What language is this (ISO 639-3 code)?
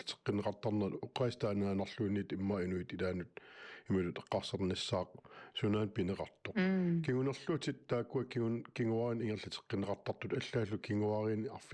kal